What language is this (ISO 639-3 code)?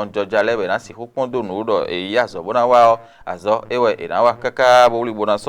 fon